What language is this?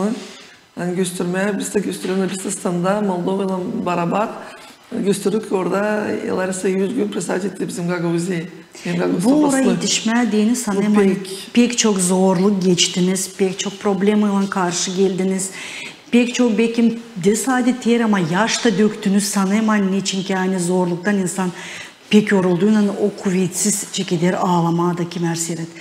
Gagauz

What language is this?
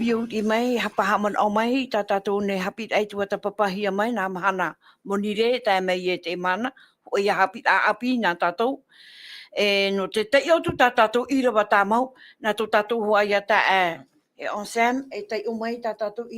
Tahitian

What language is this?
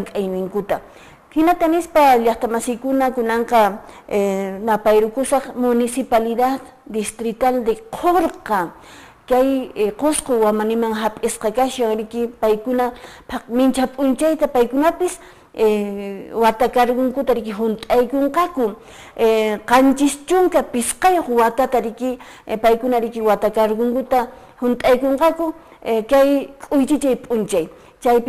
Quechua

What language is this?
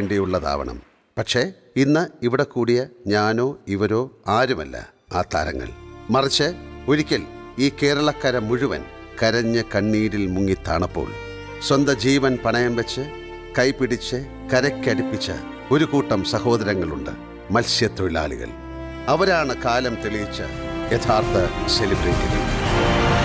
Malayalam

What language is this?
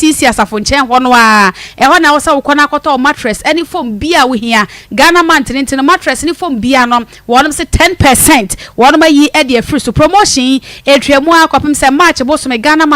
Akan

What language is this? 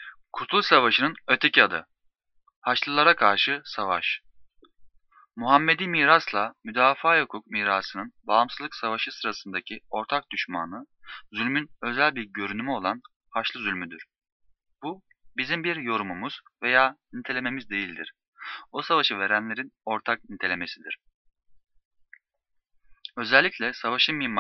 Turkish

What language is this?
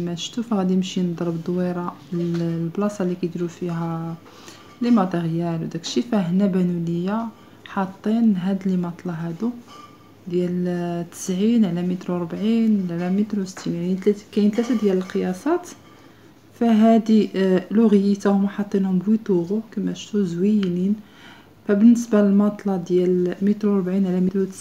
Moroccan Arabic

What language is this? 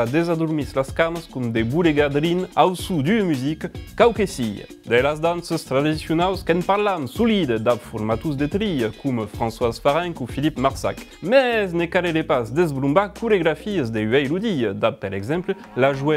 Occitan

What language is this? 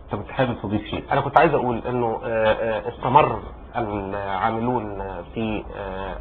Egyptian Arabic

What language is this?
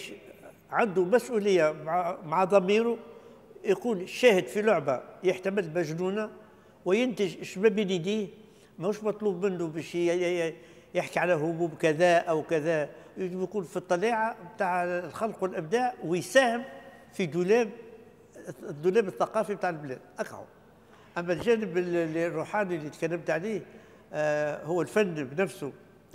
Tunisian Arabic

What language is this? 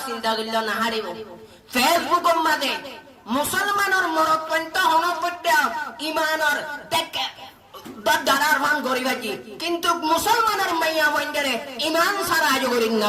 Rohingya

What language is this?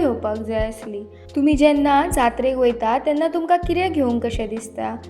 Konkani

